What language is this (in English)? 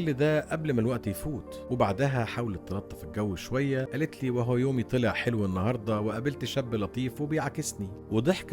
Egyptian Arabic